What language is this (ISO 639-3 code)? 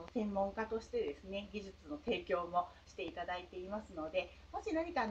jpn